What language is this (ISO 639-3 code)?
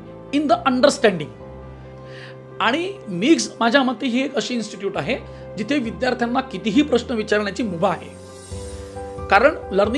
mar